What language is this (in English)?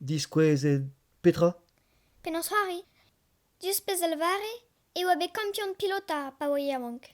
Breton